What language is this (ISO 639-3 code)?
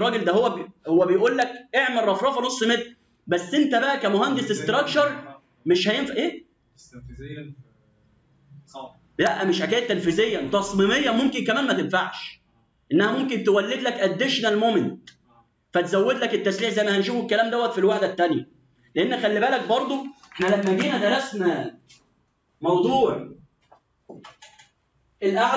arz